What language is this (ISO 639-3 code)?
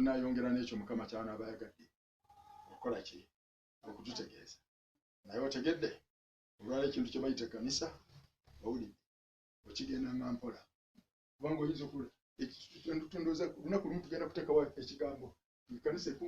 lug